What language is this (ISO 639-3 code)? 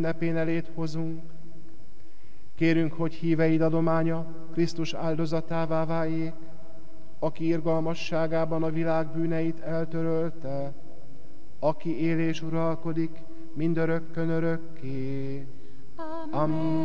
hun